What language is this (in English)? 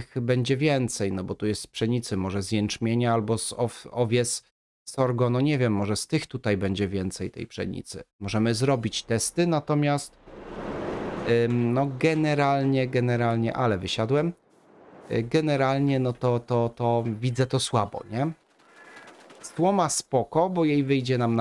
Polish